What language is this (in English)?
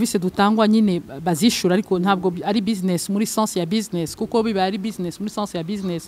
Kinyarwanda